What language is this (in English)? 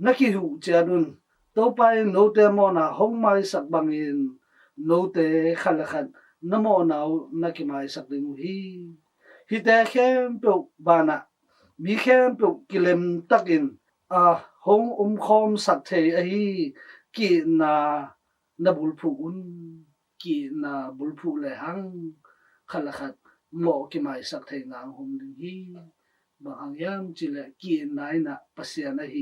Tedim Chin